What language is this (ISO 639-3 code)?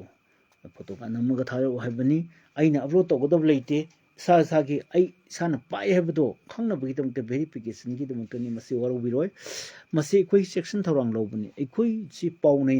mni